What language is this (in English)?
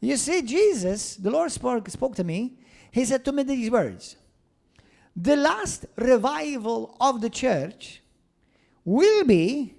English